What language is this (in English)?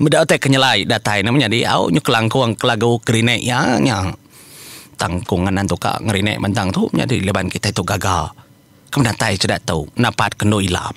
Iban